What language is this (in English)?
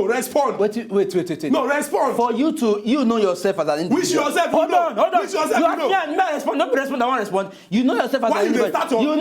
Nigerian Pidgin